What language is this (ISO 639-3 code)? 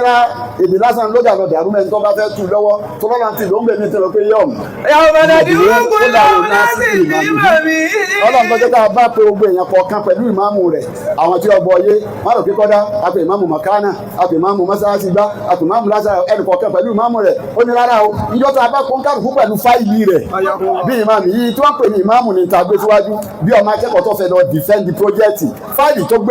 yor